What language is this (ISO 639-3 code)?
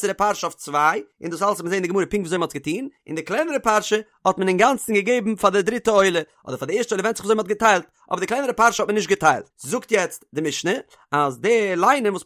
yid